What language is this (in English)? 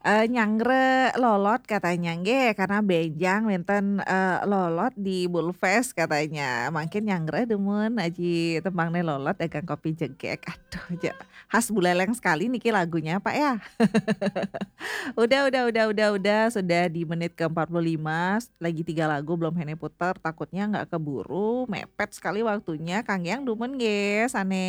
Balinese